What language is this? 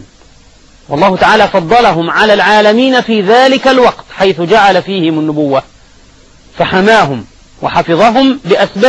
Arabic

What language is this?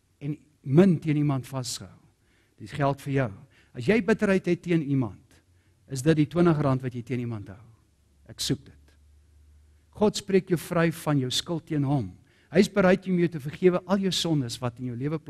Afrikaans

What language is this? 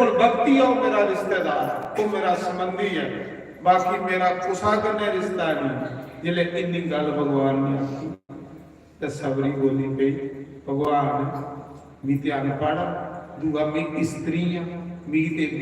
Dogri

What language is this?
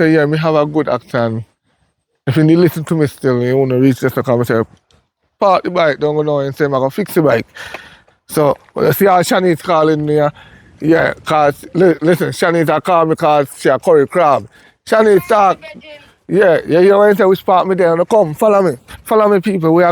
Jamaican Creole English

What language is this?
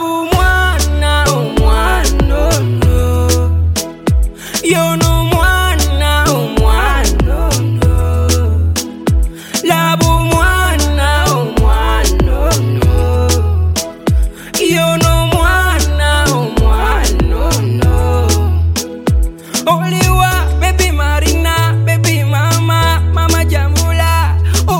Swahili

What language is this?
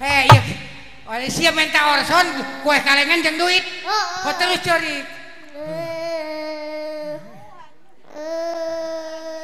Sundanese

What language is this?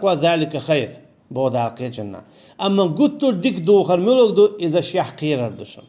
Chechen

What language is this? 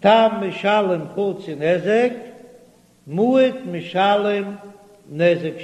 Yiddish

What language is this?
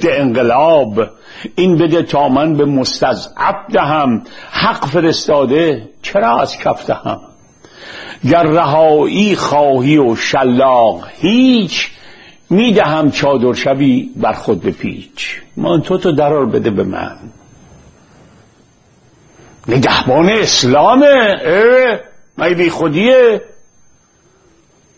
Persian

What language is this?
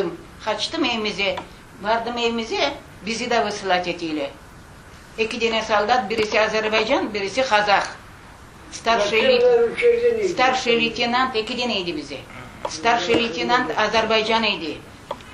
Crimean Tatar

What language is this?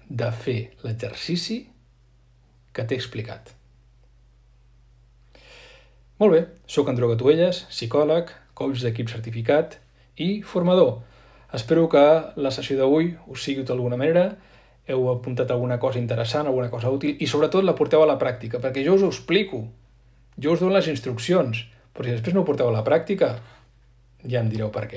Catalan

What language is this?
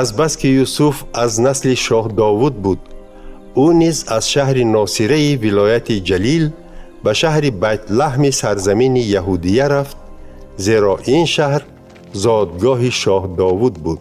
Tajik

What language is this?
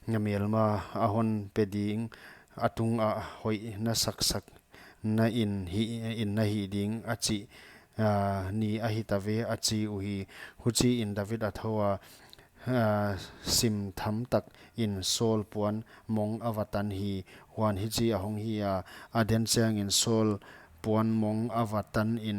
Paite Chin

